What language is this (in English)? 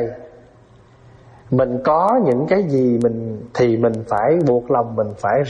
Vietnamese